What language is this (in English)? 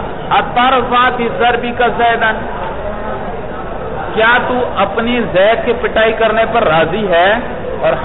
Urdu